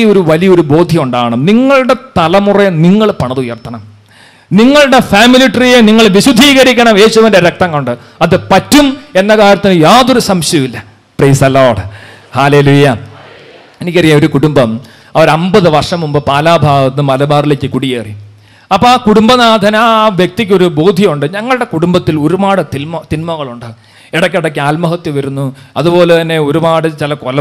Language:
Malayalam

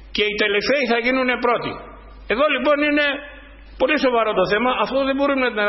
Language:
Greek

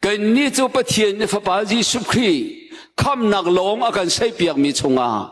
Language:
Hakha Chin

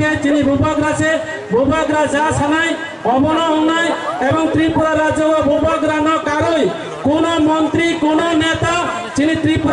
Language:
Kok Borok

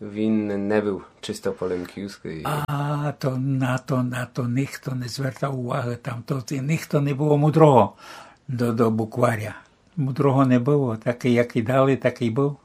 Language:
Rusyn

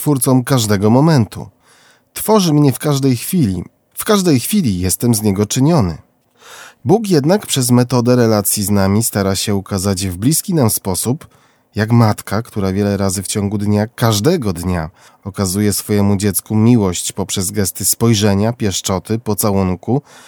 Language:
Polish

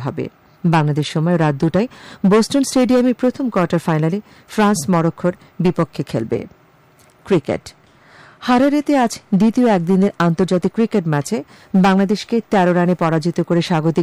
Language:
Bangla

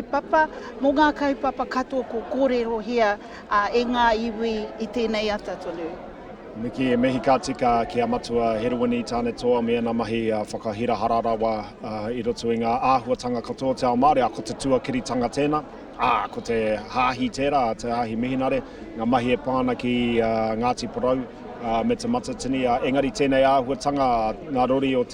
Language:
Māori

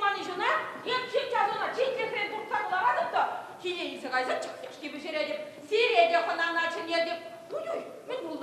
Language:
Chuvash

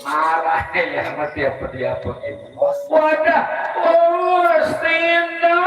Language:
Betawi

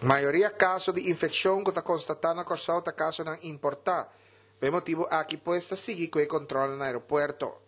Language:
Papiamento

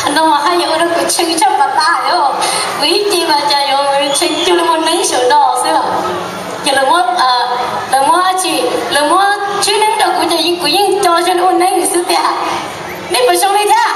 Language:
Hmong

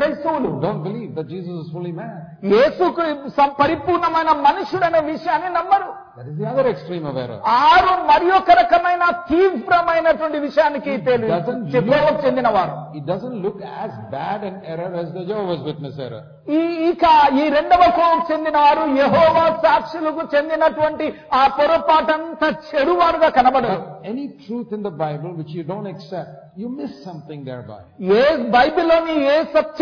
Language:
Telugu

